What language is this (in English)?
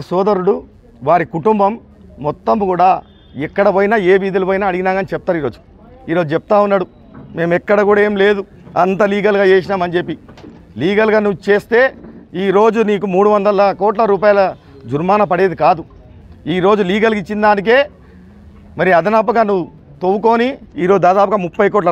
Telugu